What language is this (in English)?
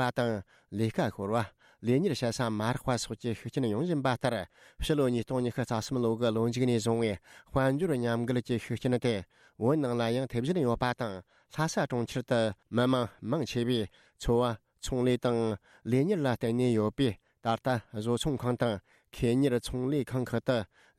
Tibetan